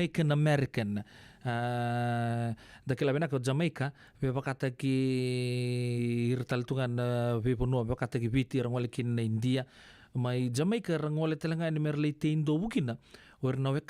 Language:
Fijian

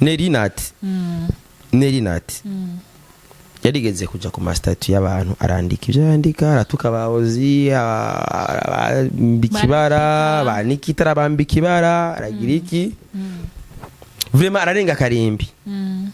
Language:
Rundi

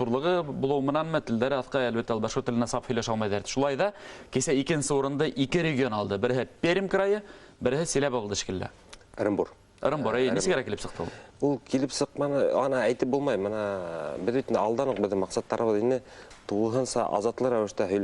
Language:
Bashkir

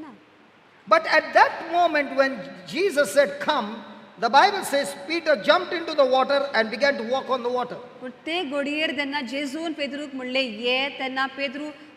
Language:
Konkani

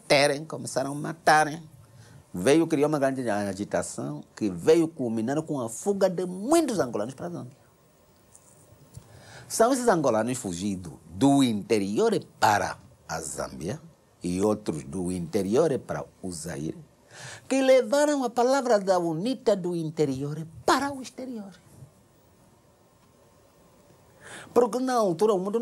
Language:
Portuguese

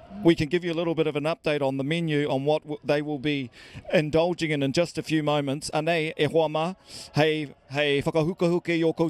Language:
Māori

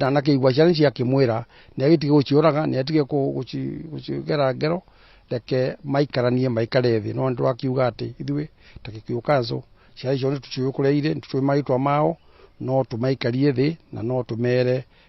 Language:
Kikuyu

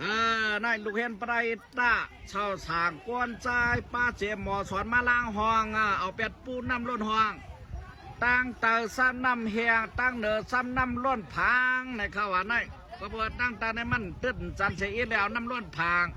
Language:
Shan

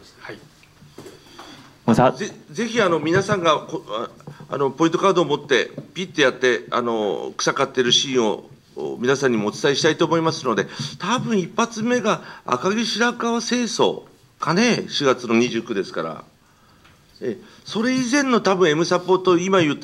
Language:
Japanese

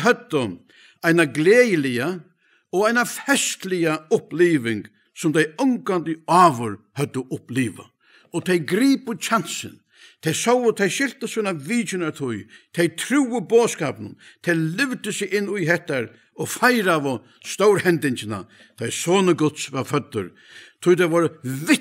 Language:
Faroese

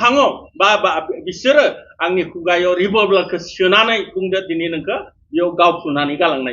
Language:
Bodo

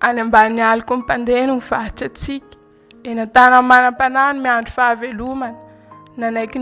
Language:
Malagasy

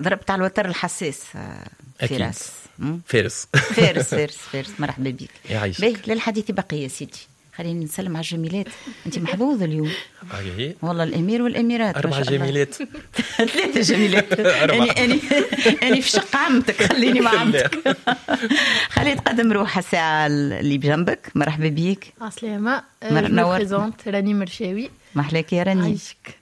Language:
Tunisian Arabic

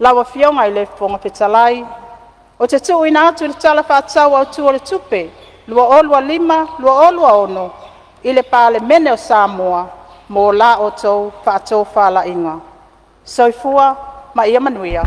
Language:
Samoan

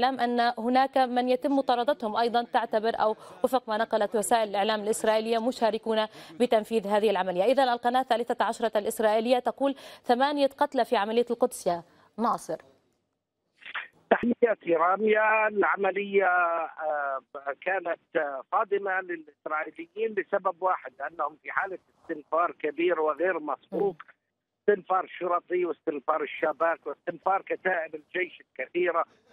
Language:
Arabic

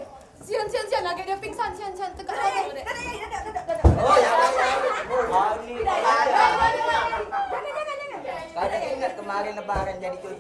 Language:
Musi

